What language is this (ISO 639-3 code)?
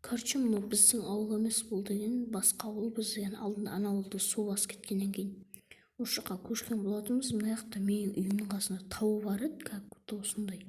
kaz